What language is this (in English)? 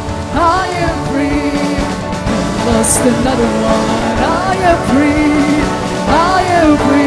Waray